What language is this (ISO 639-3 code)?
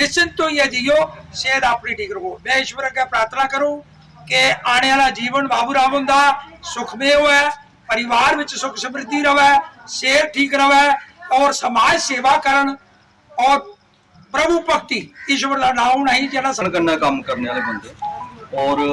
doi